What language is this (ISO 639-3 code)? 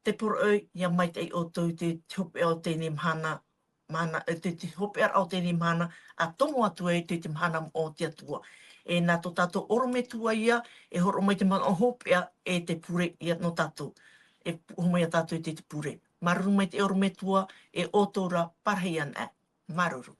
tah